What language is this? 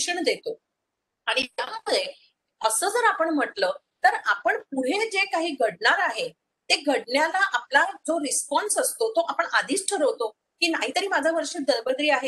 Marathi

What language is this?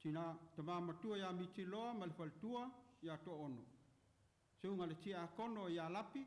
Samoan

